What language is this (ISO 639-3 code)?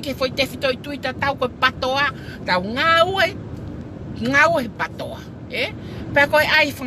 ton